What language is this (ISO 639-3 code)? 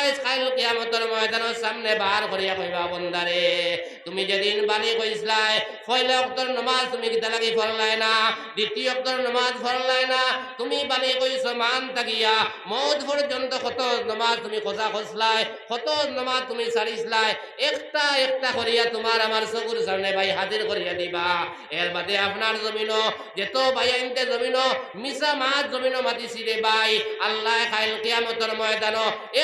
syl